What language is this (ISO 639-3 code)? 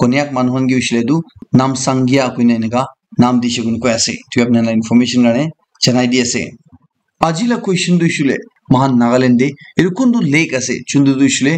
nag